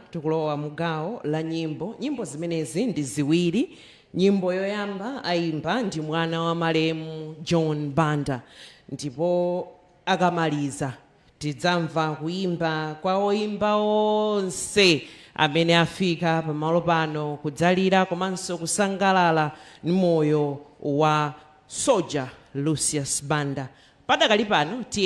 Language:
Nyanja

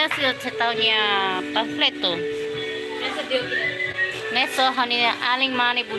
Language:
Tetum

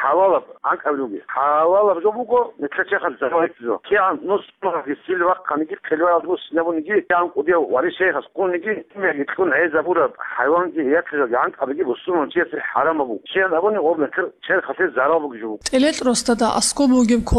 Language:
Avaric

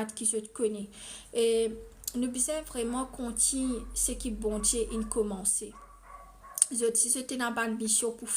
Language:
Morisyen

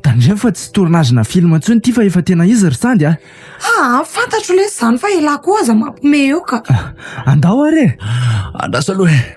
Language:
Malagasy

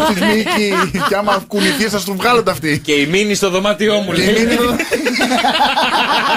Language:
Greek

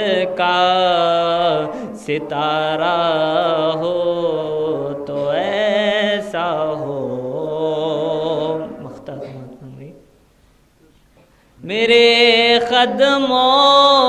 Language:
Urdu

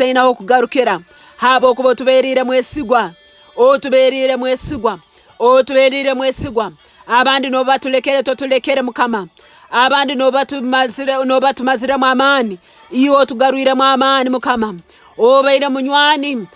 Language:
Nyoro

